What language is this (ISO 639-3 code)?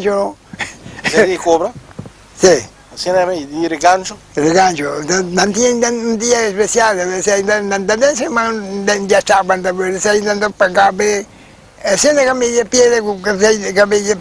pap